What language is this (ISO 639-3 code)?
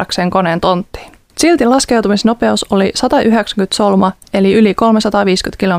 fin